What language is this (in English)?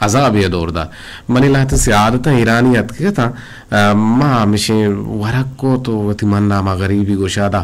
Eastern Balochi